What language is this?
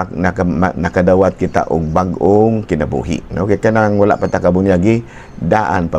Cebuano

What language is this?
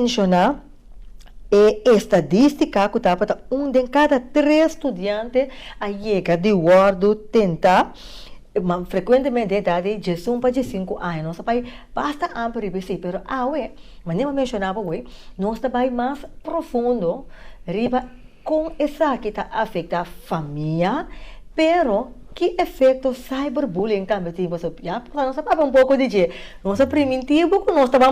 Papiamento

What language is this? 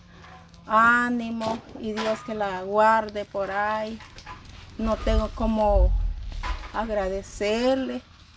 Spanish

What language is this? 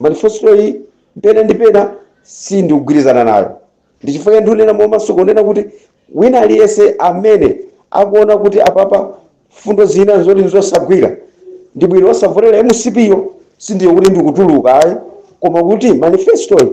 Nyanja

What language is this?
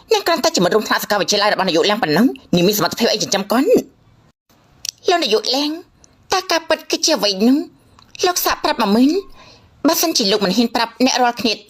Khmer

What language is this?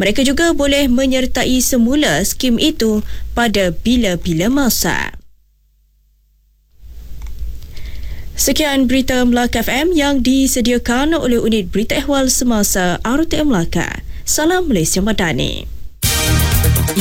Malay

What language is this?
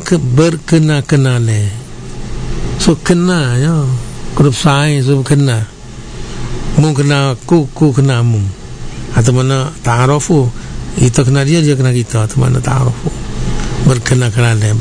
Malay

